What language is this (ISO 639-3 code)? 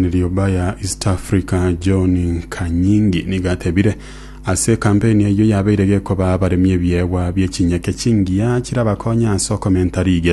guz